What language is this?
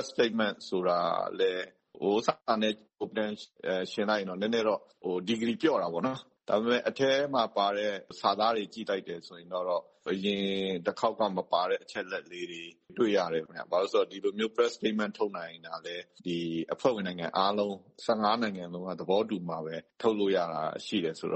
Burmese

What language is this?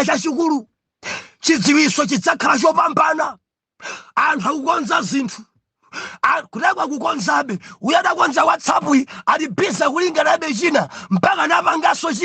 Nyanja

